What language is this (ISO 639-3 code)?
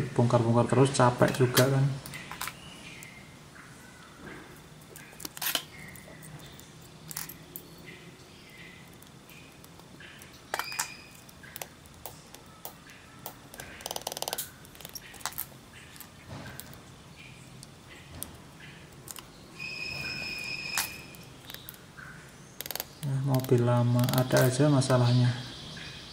ind